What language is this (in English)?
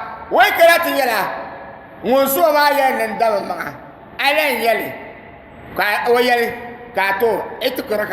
Dagbani